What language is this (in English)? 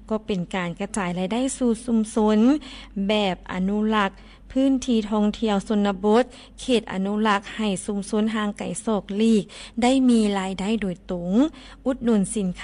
Lao